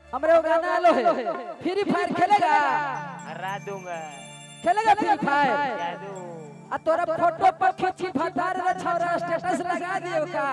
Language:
Magahi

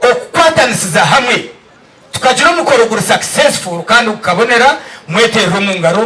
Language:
Nyankole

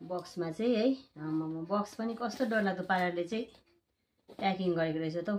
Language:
Nepali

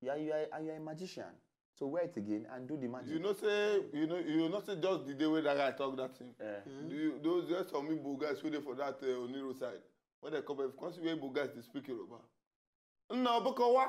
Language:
Nigerian Pidgin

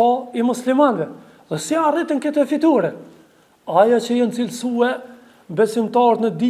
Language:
Albanian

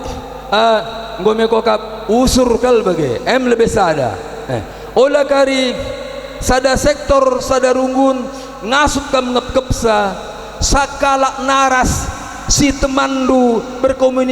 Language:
Batak Karo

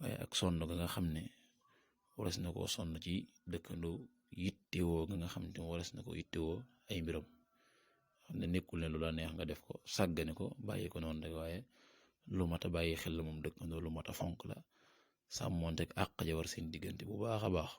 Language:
Wolof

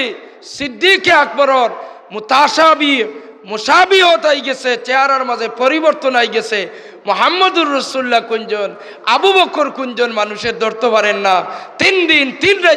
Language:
Sylheti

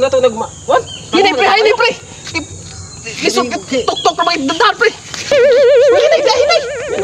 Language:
Cebuano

